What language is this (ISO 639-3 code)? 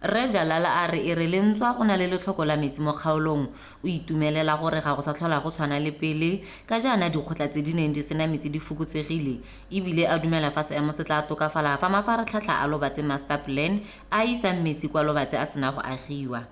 tsn